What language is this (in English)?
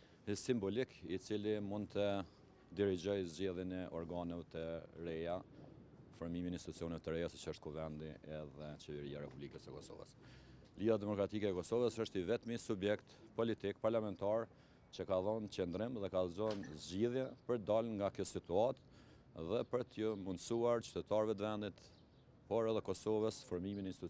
Albanian